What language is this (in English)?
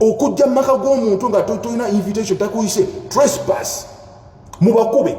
Ganda